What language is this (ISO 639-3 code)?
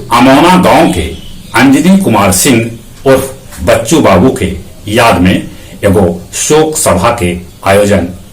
mag